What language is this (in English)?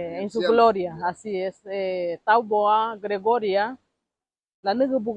Garifuna